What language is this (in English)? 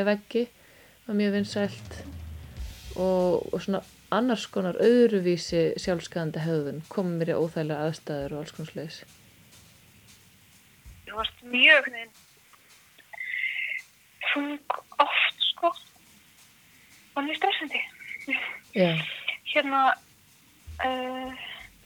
Icelandic